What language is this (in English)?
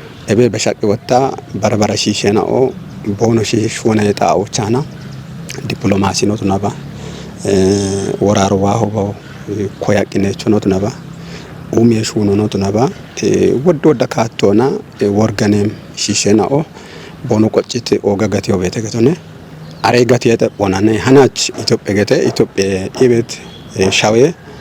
Kafa